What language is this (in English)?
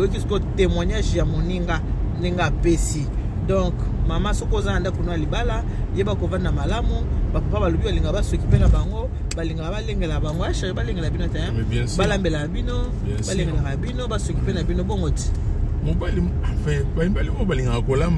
Lingala